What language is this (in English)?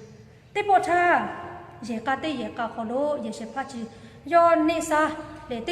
Lahu